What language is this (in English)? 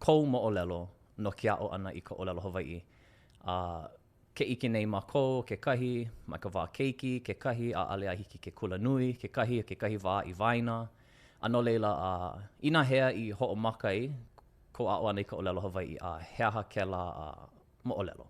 Hawaiian